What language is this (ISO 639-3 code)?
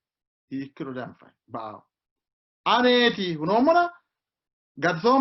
sid